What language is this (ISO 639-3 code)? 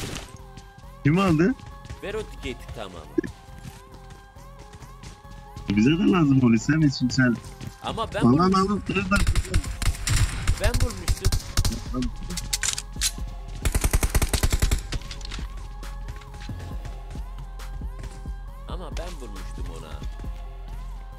tur